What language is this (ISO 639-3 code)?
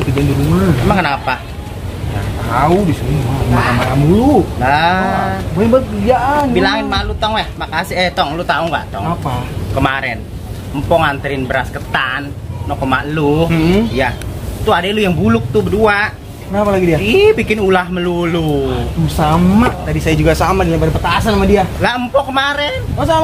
bew